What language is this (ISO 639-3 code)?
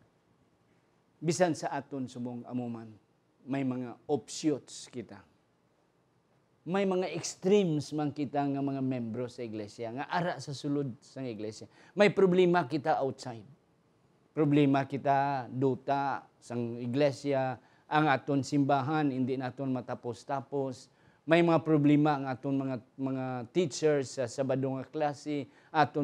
hil